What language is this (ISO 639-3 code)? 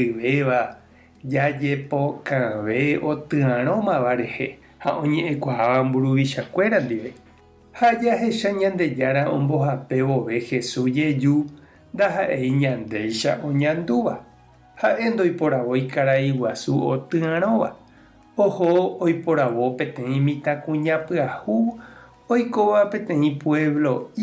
grn